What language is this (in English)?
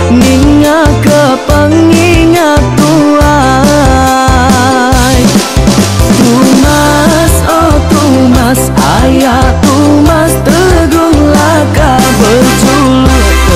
Iban